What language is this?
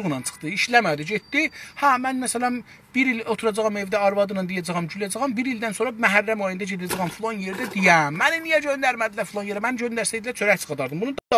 South Azerbaijani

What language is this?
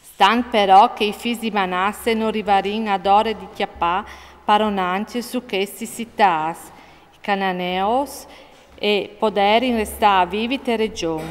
Friulian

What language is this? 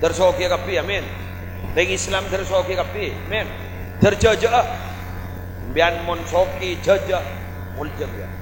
Madurese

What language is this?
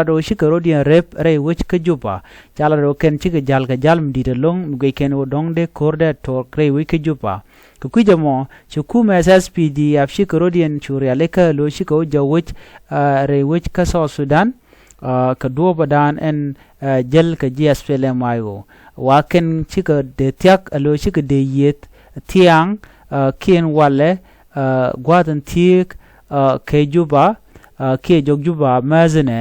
Nuer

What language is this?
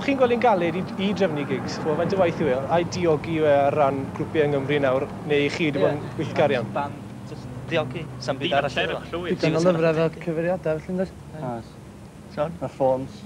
Welsh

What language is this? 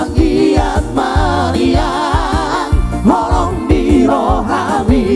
Batak Toba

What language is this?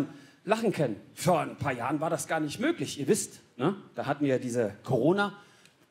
Swiss German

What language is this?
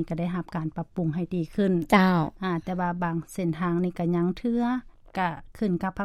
Lao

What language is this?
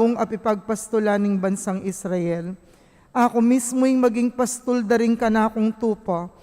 Pampanga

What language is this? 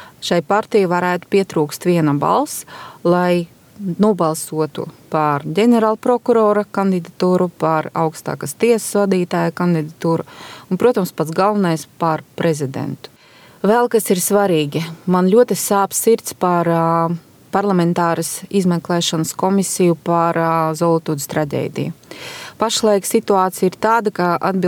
Latvian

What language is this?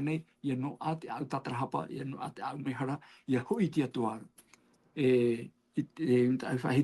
Tahitian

